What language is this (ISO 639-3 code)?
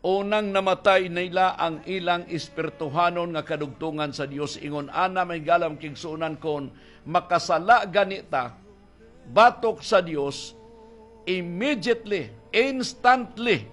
ceb